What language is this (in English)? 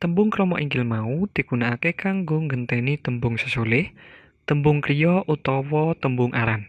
Javanese